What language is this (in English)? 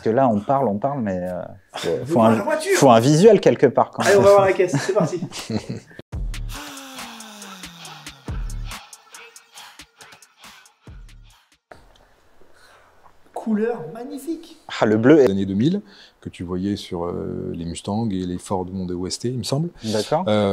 French